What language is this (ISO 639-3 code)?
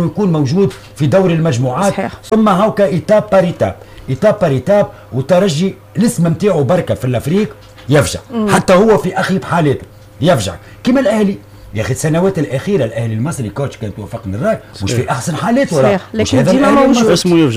aeb